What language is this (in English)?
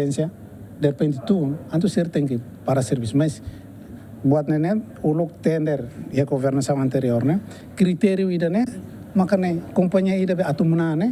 Tetum